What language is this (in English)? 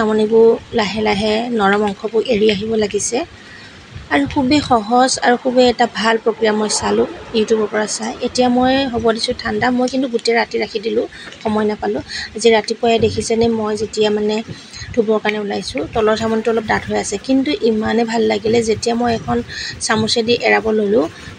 Assamese